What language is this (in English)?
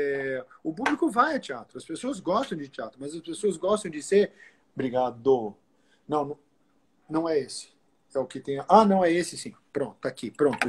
Portuguese